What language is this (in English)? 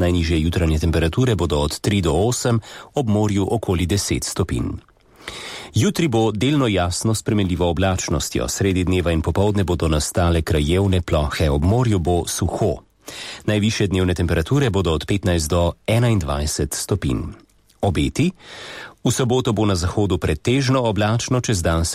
Slovenian